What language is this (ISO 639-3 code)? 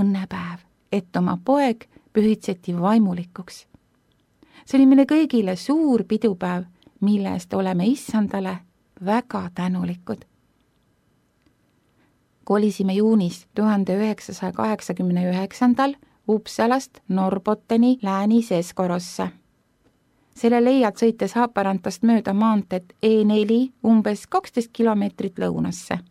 est